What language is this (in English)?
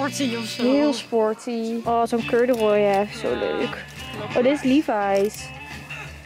Dutch